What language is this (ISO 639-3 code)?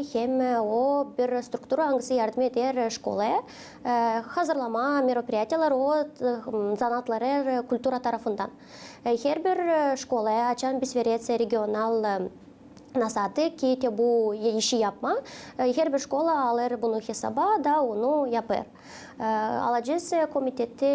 gag